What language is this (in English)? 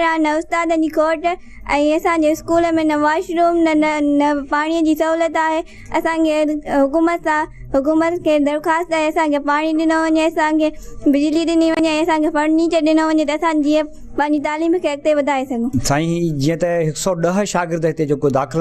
Sindhi